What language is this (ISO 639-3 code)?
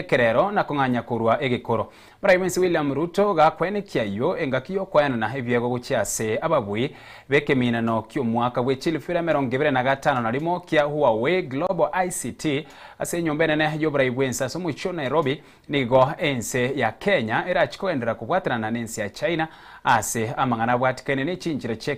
guz